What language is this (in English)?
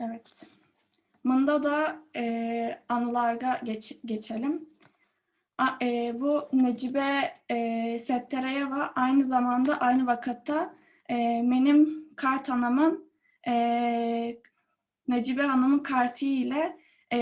Crimean Tatar